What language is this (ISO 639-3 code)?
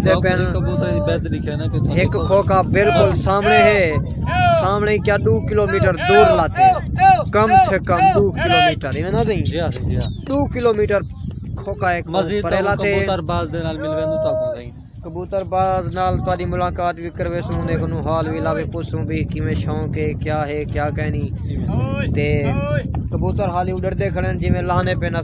skr